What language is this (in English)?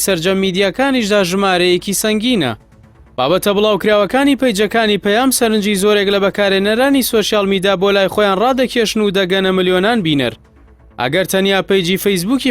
Central Kurdish